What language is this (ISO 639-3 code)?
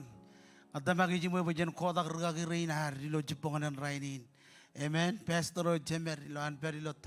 mah